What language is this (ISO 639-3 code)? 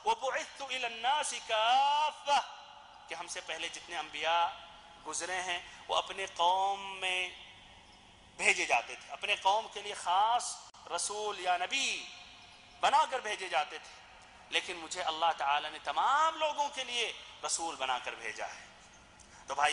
urd